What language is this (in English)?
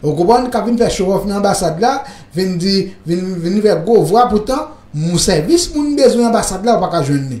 Haitian Creole